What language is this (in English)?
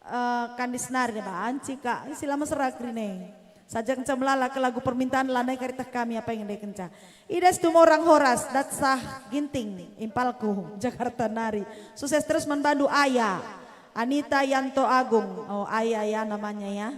Batak Karo